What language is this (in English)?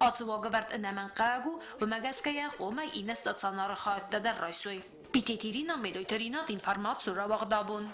Ossetic